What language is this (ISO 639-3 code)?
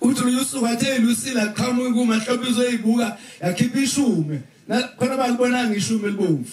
zul